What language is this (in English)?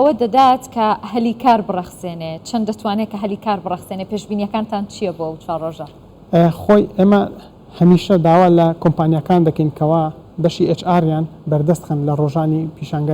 Central Kurdish